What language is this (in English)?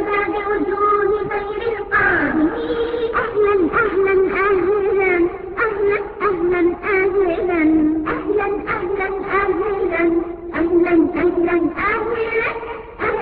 Urdu